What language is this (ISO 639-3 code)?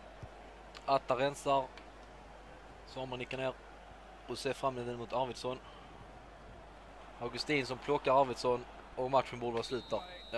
swe